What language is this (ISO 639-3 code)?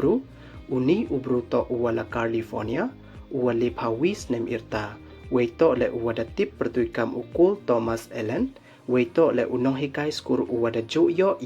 pbv